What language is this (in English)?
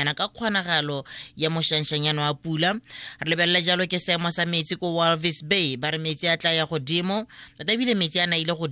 Tswana